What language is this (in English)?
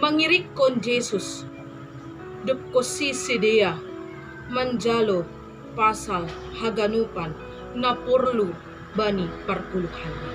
Batak Simalungun